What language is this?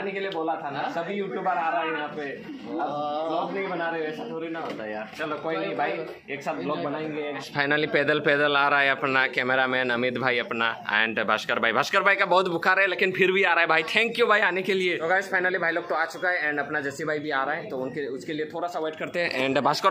Hindi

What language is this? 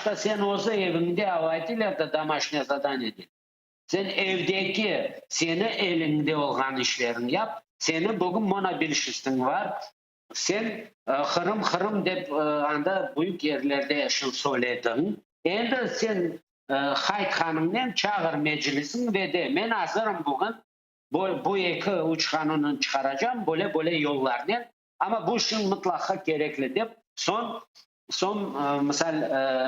Crimean Tatar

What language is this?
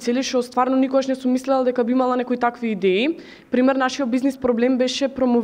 Macedonian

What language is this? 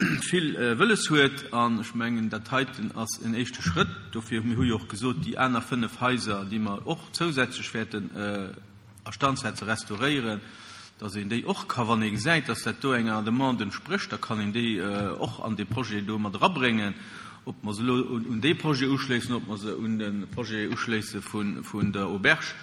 Luxembourgish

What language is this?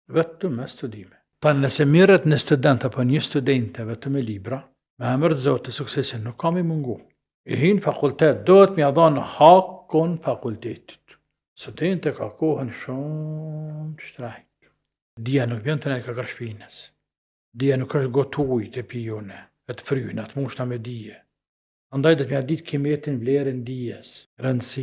Albanian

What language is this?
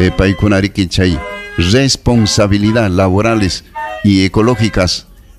Ayacucho Quechua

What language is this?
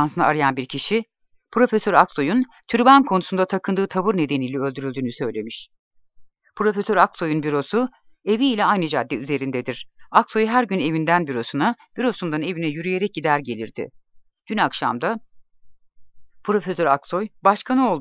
Turkish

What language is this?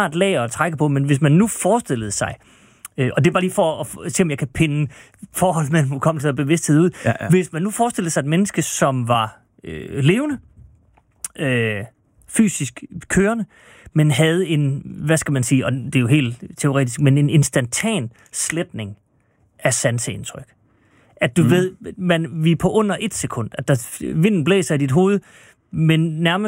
Danish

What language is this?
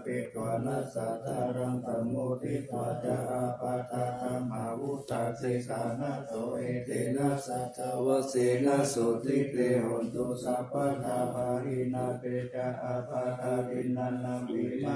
Pali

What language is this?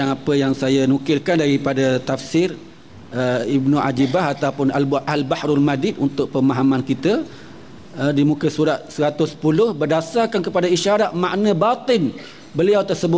Malay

